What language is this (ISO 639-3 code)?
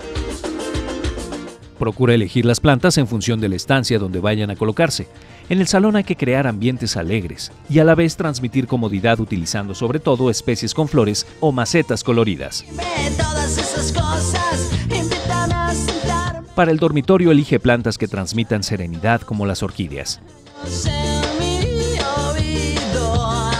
spa